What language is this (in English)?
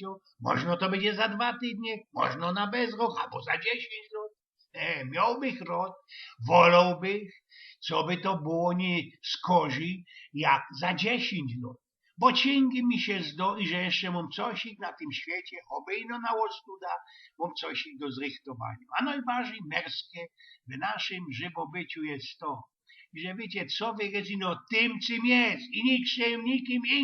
Silesian